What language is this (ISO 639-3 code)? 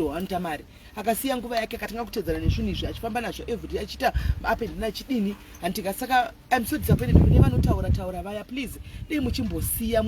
sna